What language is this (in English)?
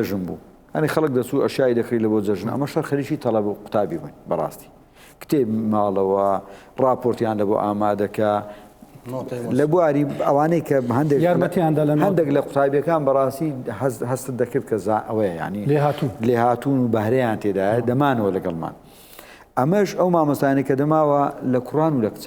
Central Kurdish